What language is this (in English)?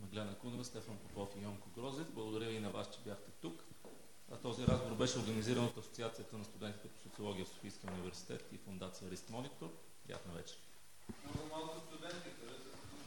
Bulgarian